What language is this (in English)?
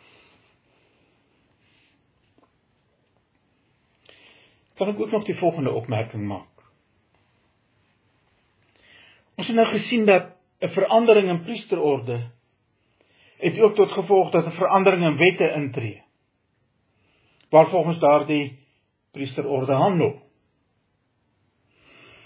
Afrikaans